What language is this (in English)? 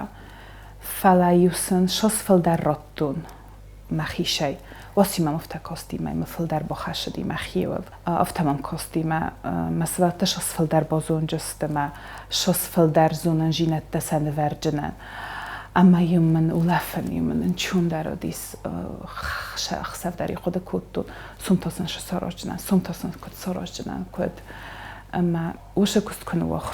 Ossetic